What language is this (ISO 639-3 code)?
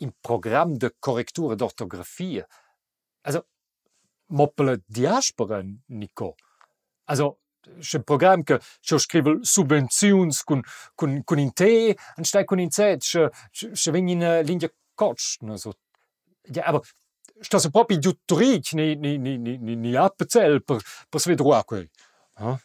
roh